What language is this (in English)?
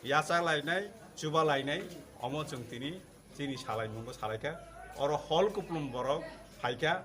Kok Borok